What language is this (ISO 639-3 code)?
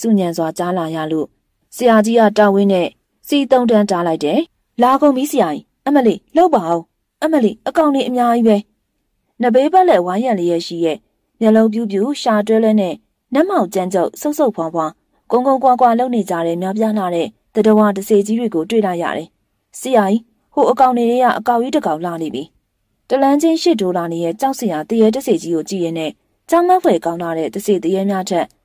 mya